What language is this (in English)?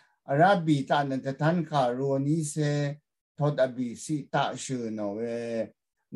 Rawang